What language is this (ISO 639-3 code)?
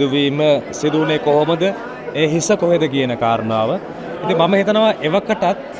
sin